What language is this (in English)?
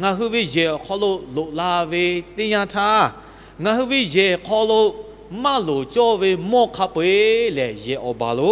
Lahu